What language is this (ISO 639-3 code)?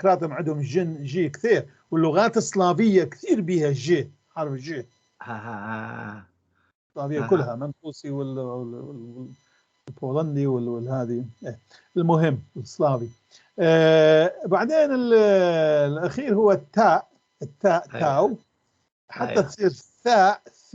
apc